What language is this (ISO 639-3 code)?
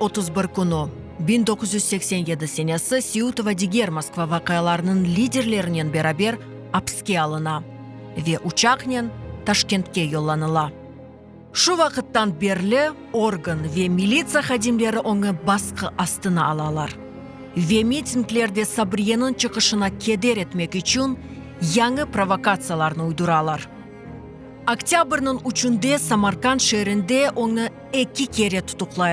crh